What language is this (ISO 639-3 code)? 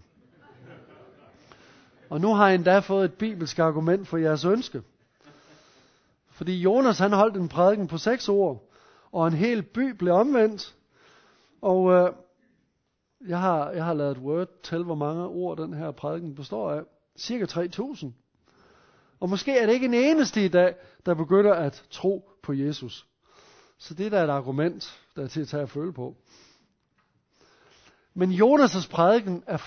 dan